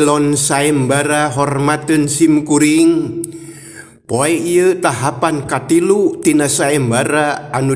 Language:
Sundanese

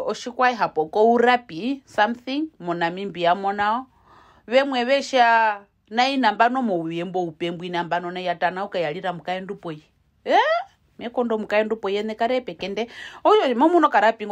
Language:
Herero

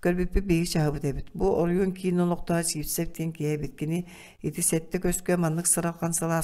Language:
Yakut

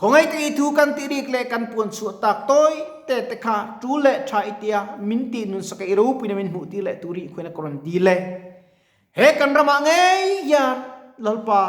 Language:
Mizo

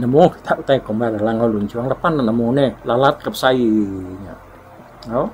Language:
Iban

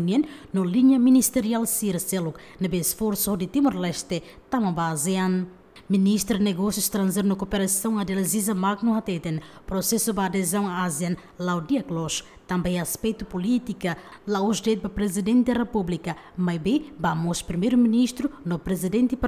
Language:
Tetum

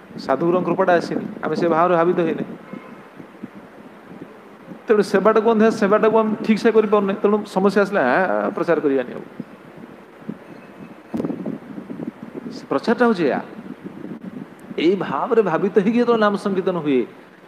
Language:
Odia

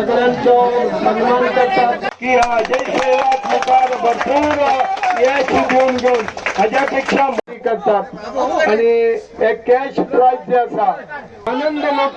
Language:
Konkani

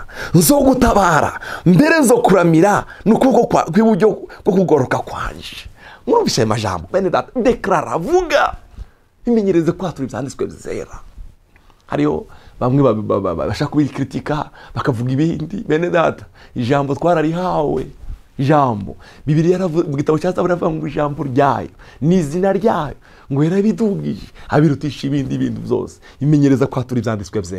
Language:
Rundi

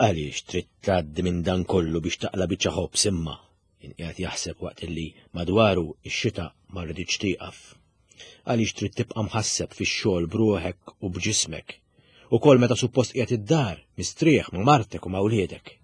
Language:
Maltese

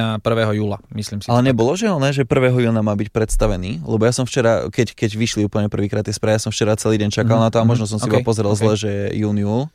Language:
Slovak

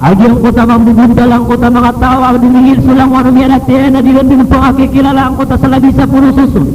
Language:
Maranao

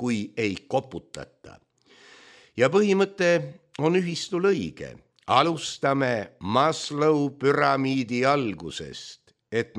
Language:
Estonian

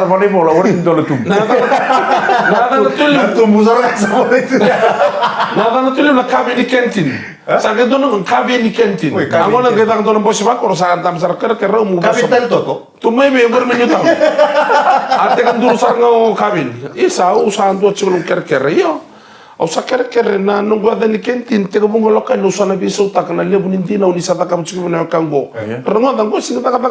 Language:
Fijian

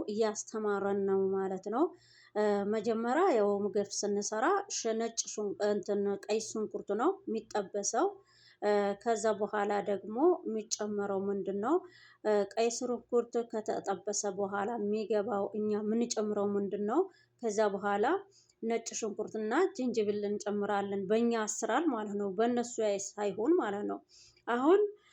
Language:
Amharic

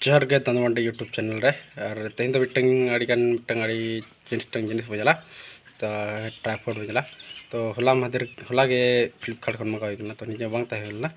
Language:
Santali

